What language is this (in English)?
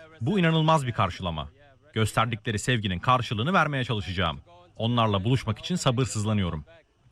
Turkish